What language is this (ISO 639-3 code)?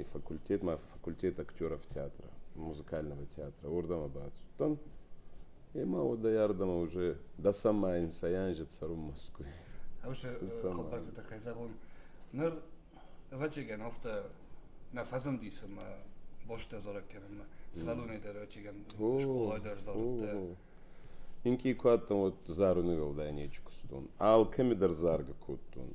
oss